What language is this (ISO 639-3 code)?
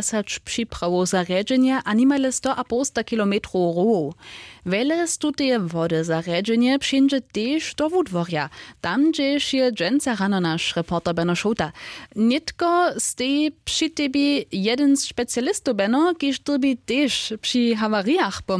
hsb